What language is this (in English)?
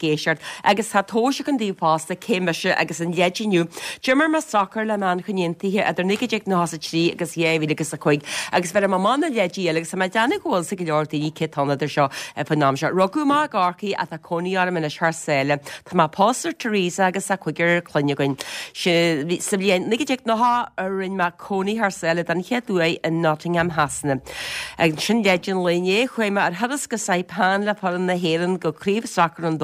Irish